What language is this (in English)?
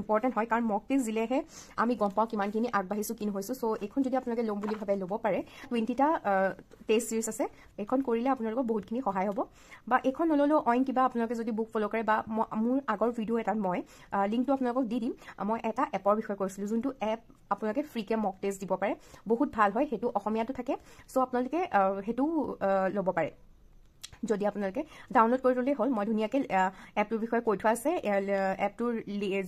Assamese